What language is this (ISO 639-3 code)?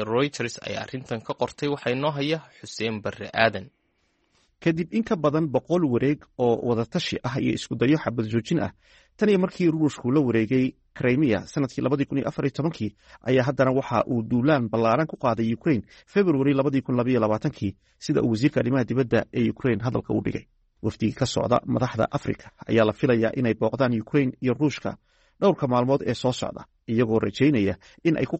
som